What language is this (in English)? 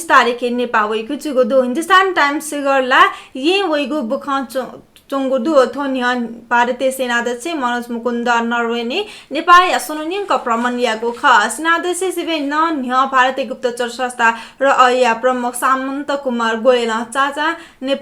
Newari